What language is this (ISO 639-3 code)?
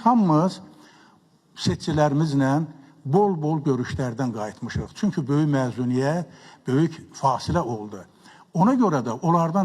aze